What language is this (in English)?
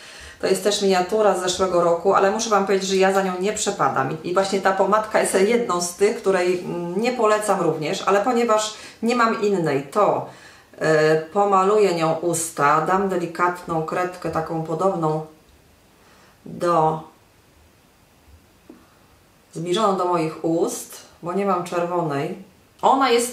Polish